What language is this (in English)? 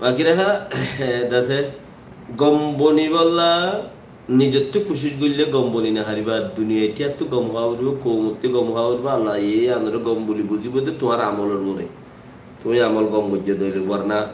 Rohingya